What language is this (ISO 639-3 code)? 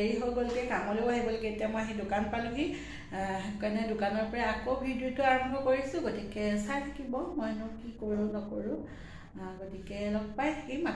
asm